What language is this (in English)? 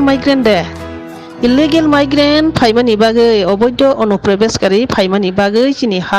Riang (India)